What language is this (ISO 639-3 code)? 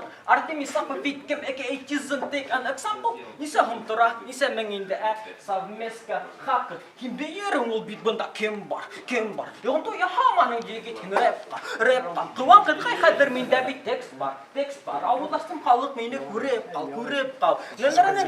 bak